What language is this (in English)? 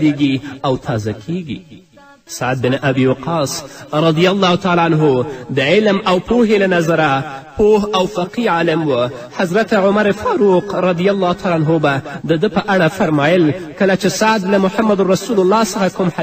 Pashto